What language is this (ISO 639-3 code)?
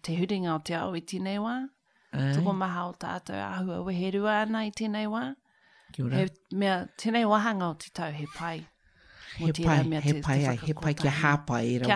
mri